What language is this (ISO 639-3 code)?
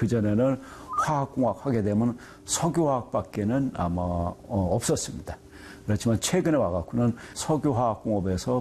kor